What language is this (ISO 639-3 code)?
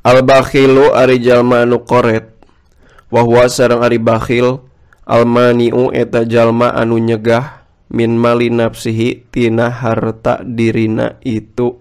sun